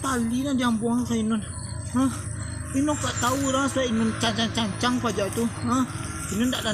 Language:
Minangkabau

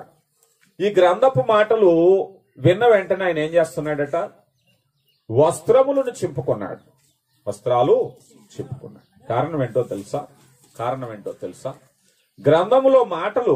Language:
Telugu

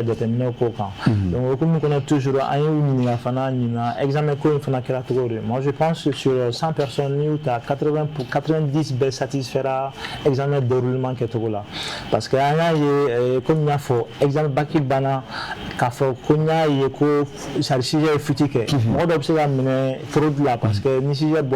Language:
Bambara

